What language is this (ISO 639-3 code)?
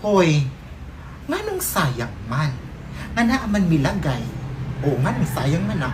ceb